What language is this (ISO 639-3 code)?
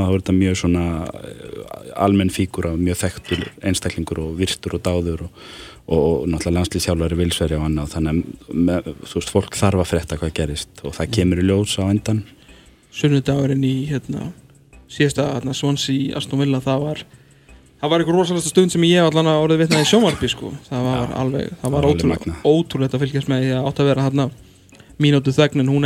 isl